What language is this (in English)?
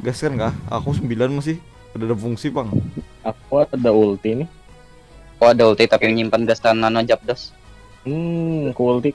Banjar